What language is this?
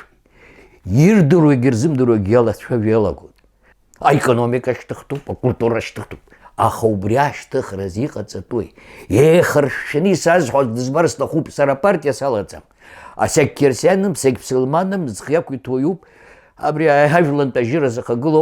Abkhazian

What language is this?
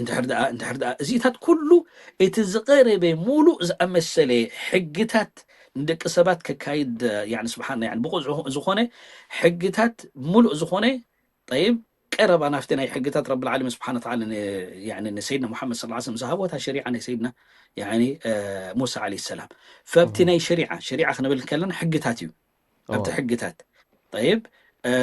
Tigrinya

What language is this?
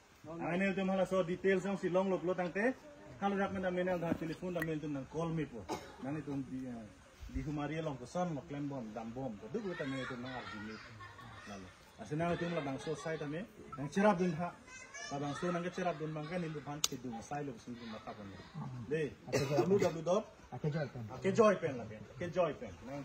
Karbi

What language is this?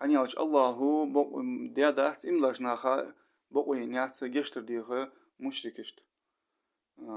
Ingush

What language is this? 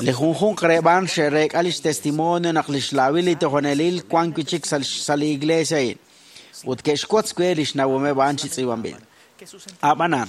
Kekchí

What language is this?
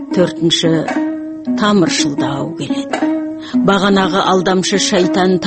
Kazakh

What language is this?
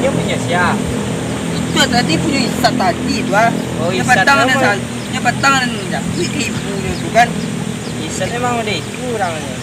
Minangkabau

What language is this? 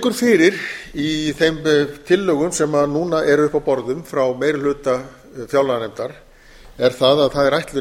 Icelandic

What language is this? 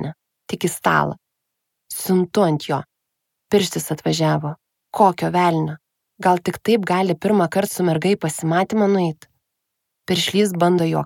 Lithuanian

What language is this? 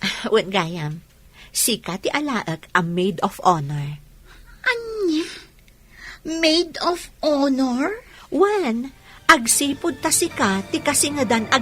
Iloko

